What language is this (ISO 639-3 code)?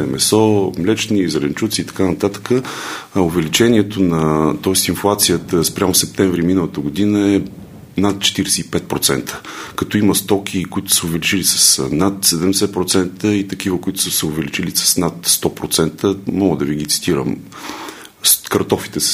bul